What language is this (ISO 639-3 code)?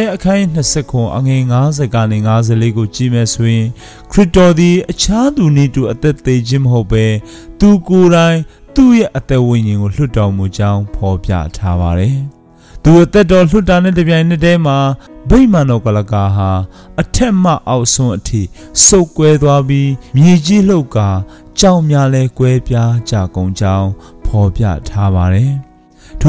mya